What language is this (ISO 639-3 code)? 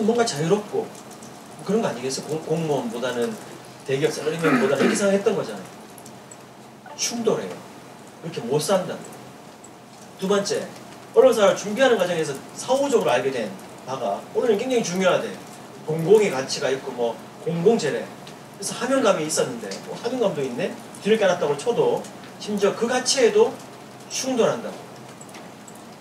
kor